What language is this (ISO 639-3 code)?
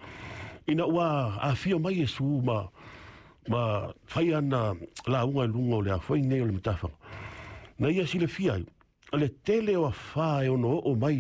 smo